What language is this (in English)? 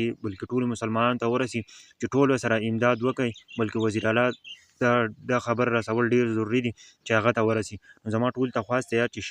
Pashto